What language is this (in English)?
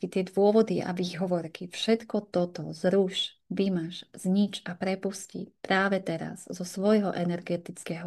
Slovak